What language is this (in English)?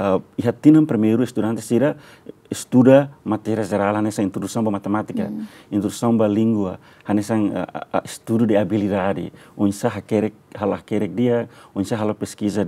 Tetum